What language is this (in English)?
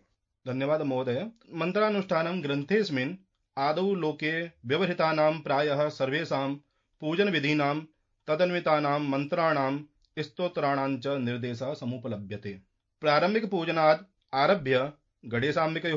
Sanskrit